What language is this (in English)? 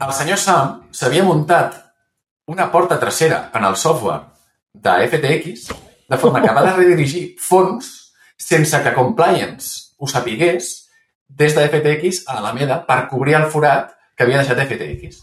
Catalan